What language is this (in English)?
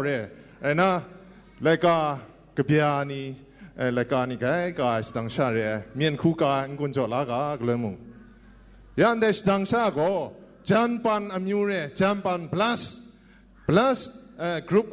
Kachin